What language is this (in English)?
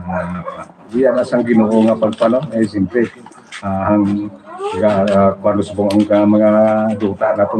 Hiligaynon